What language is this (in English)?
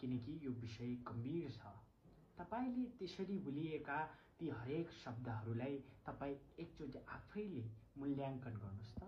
Nepali